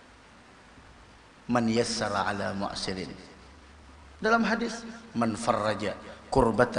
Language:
Indonesian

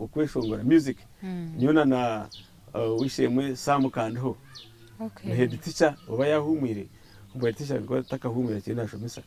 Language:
Nyankole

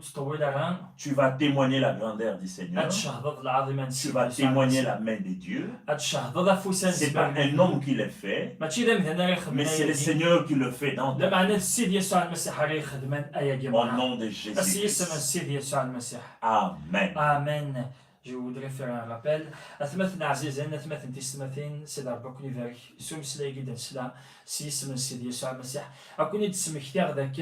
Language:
Kabyle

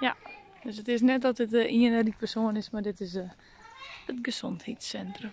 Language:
Western Frisian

